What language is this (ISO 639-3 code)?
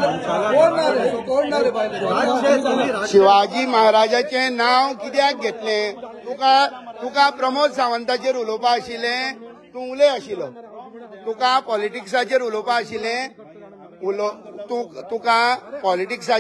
kok